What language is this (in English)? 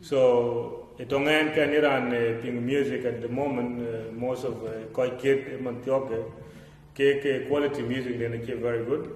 Dinka